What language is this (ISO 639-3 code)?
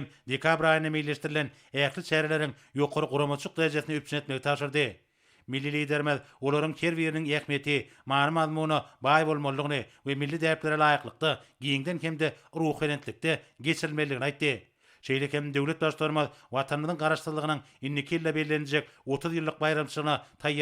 tuk